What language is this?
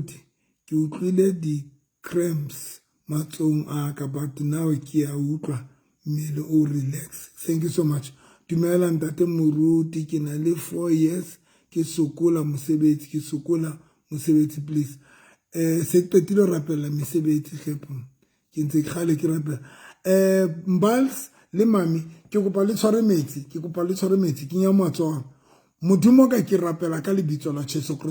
Southern Sotho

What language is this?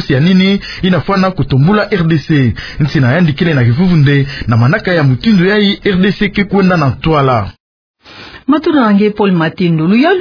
Kituba (Democratic Republic of Congo)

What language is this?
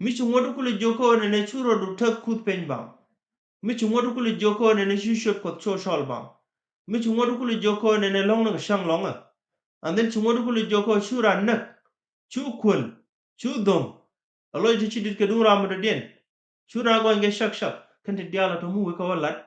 Nuer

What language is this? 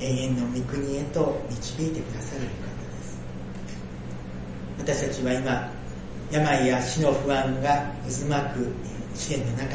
Japanese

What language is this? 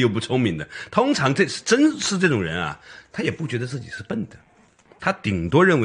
Chinese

